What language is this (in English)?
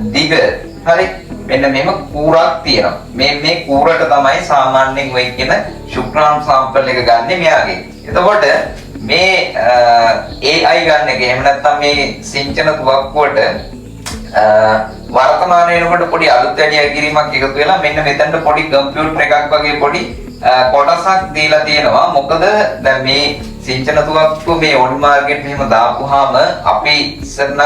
Sinhala